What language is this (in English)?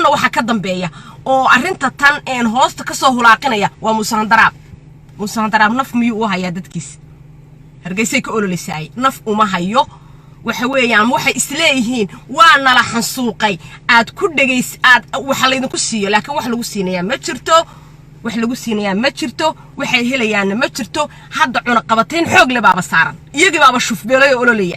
Somali